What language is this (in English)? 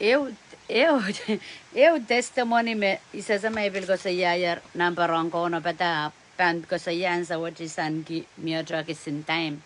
Pohnpeian